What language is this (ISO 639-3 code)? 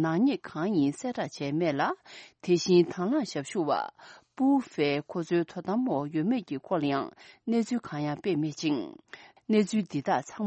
bod